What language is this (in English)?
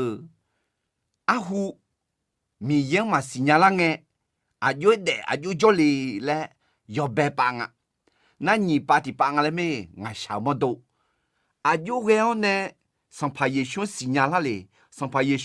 Akha